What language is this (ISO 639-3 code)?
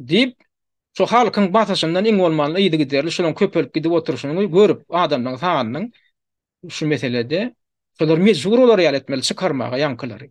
tuk